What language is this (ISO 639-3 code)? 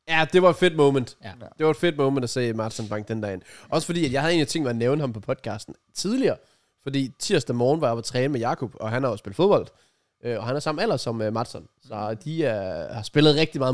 dan